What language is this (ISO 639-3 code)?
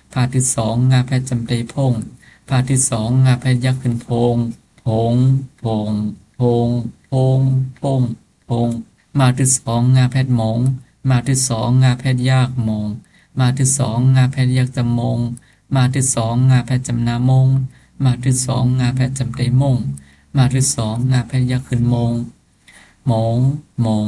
shn